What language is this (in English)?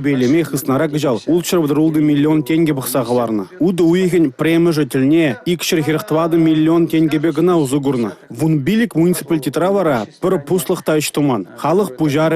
Chuvash